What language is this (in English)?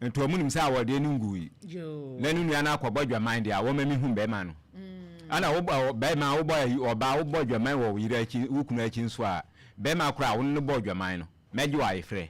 Akan